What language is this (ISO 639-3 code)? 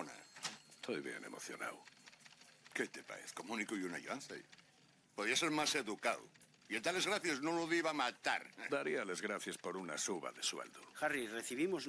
ast